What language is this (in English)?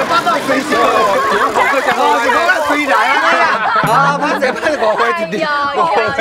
Min Nan Chinese